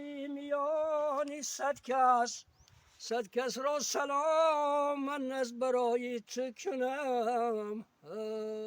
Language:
Tajik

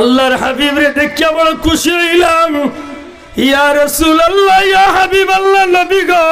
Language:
Sylheti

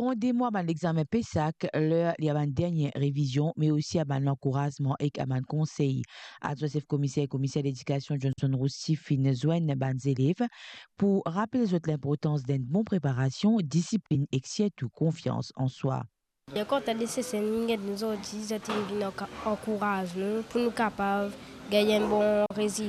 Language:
Morisyen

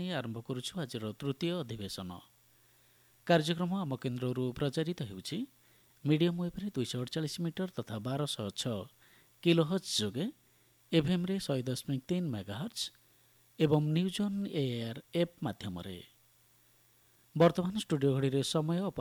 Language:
Odia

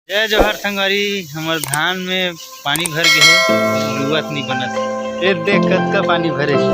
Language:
Chhattisgarhi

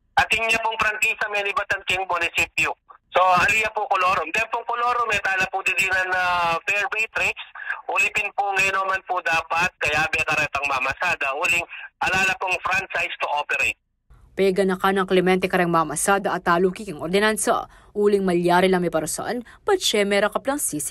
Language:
Pampanga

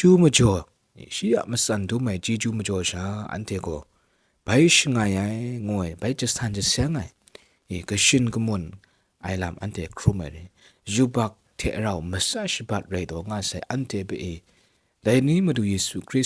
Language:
Kachin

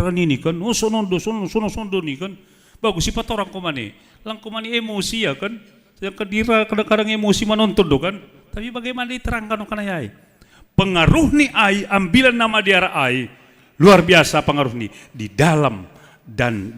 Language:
Batak Simalungun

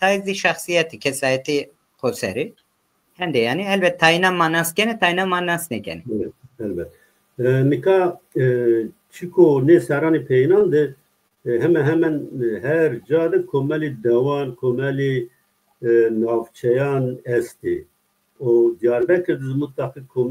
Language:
Zaza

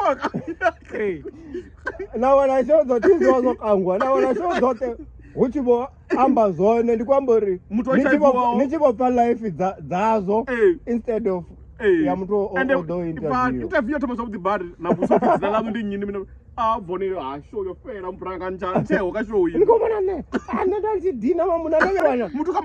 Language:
Venda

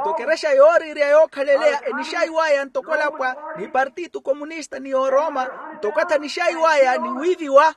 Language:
Makhuwa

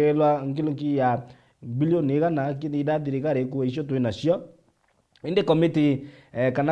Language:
Meru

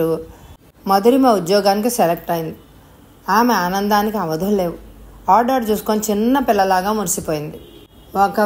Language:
Telugu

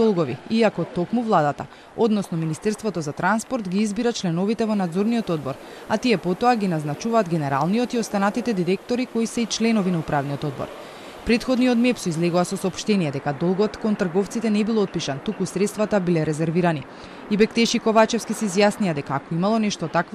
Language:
Macedonian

